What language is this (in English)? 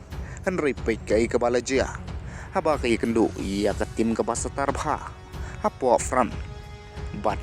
Khasi